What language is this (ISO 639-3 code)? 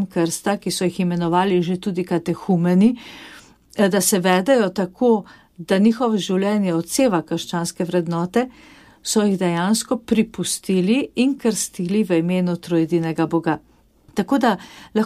slv